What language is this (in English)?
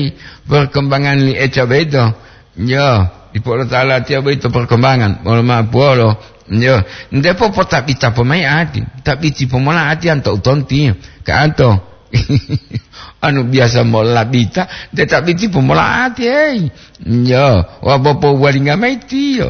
Gorontalo